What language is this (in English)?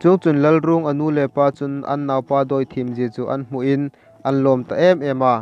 Hmar